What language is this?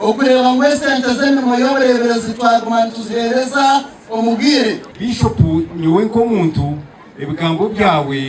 Nyankole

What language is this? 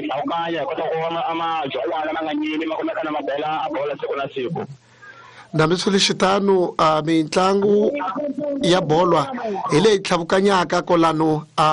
Tsonga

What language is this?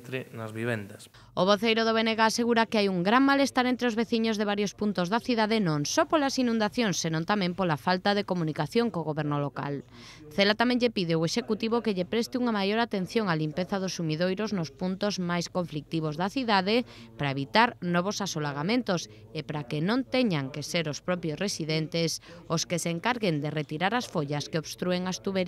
Galician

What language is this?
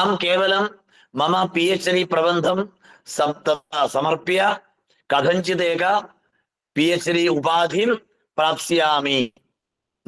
Sanskrit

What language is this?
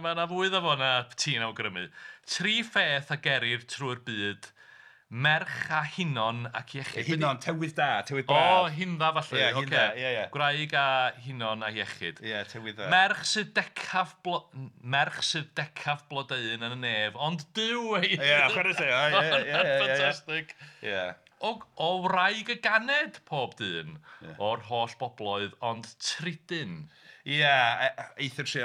Welsh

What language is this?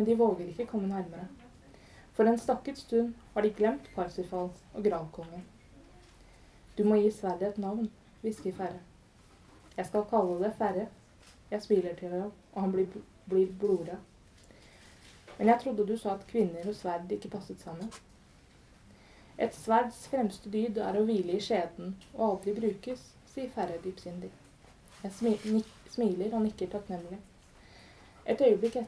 Norwegian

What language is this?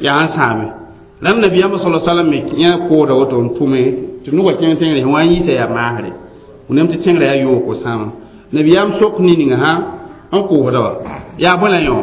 Mossi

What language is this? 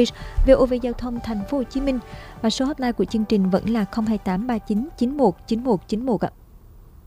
Vietnamese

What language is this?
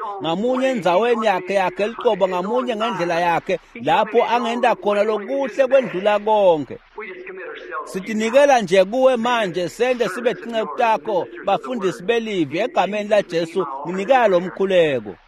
Swati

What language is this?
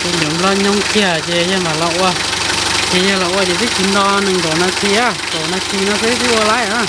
Hmong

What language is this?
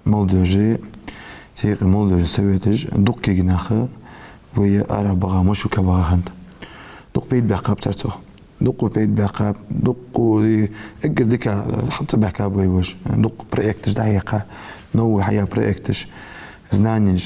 Ingush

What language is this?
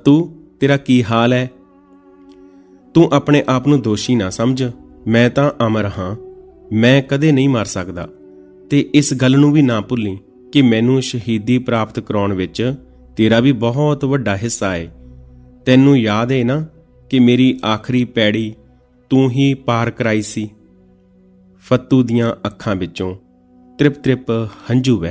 Punjabi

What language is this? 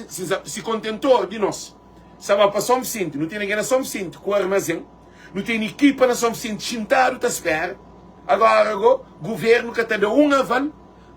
Kabuverdianu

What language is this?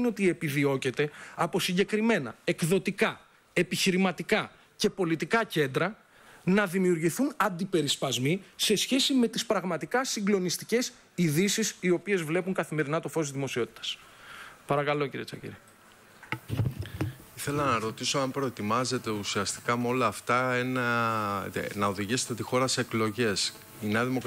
Greek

